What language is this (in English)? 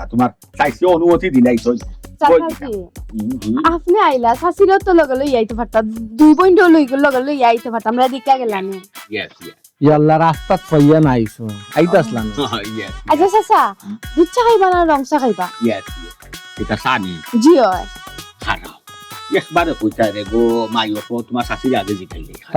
Sylheti